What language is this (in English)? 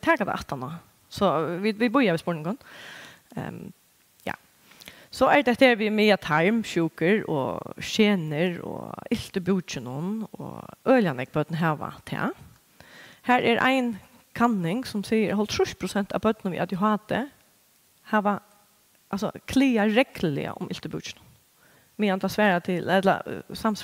Faroese